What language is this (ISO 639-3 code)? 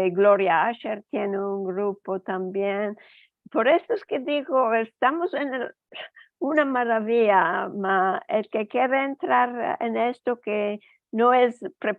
lad